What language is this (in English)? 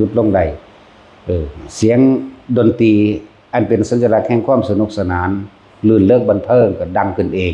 Lao